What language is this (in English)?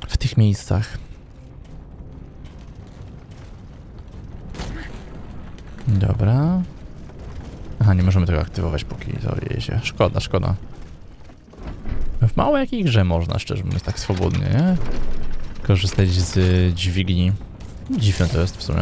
Polish